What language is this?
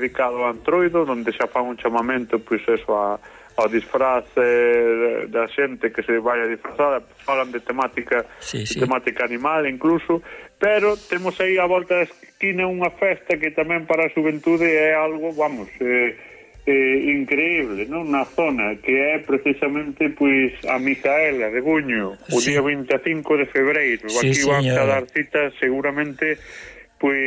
Galician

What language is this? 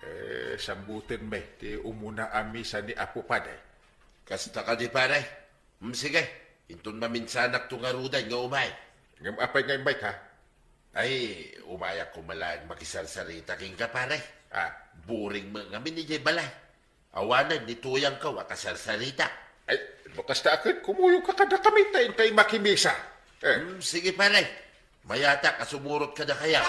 Iloko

